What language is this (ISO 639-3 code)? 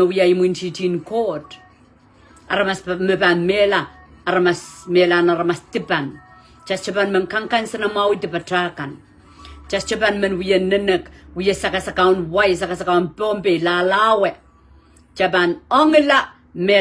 pon